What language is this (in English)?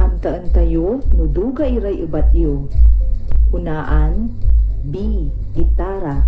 Pangasinan